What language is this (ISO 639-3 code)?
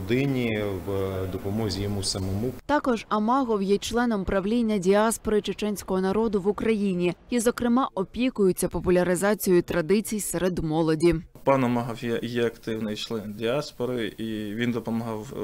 ukr